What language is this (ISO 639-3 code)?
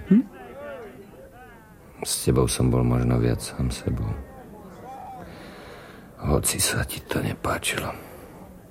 slk